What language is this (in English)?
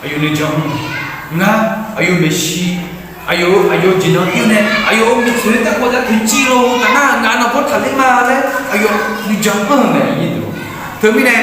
Akha